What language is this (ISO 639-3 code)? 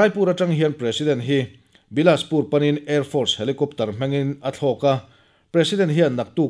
lus